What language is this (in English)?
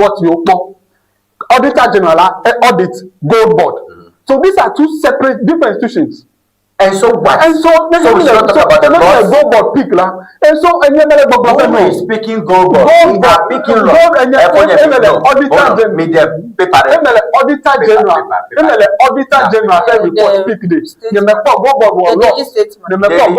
Ewe